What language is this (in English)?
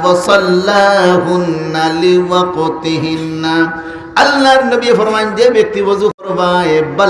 Sylheti